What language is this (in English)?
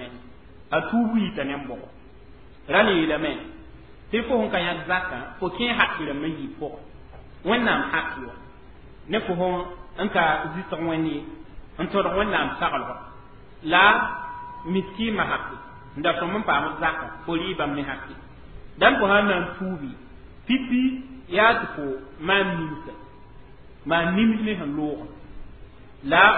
Mossi